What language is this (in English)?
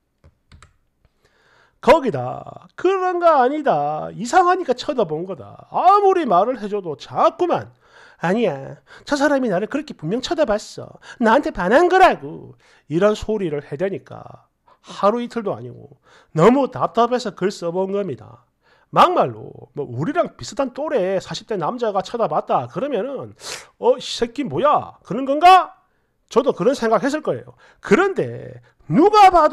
Korean